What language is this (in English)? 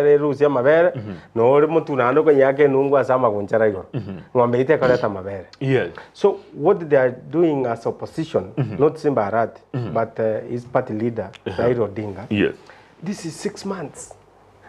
Gusii